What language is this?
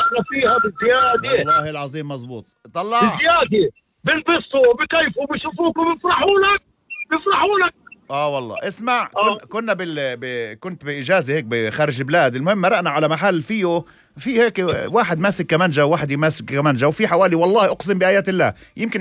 North Levantine Arabic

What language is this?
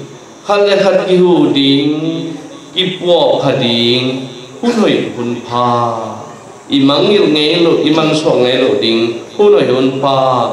Tedim Chin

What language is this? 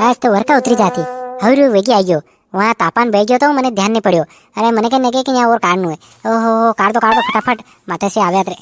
Rajasthani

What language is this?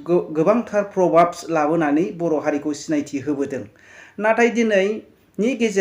Bodo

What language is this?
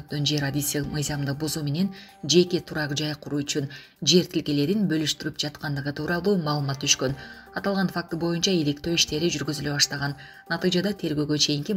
Kyrgyz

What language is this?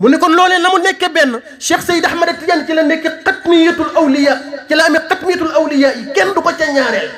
Wolof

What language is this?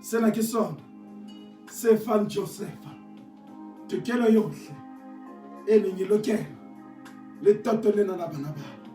Southern Sotho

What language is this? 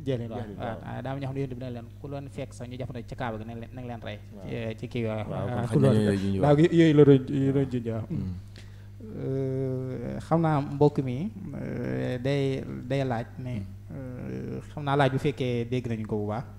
Wolof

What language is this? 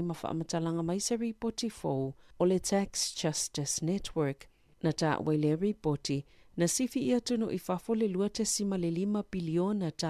Samoan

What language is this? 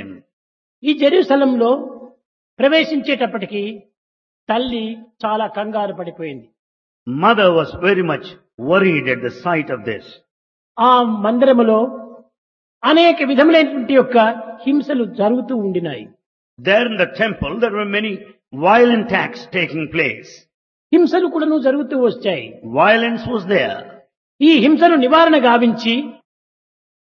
Telugu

